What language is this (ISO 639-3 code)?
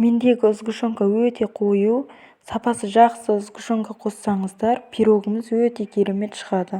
kaz